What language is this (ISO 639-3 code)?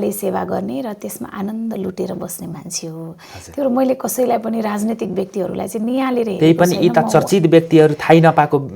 nep